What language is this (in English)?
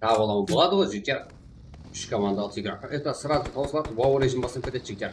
Kara-Kalpak